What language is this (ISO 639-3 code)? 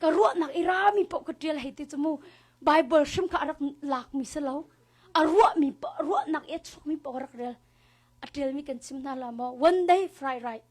cnh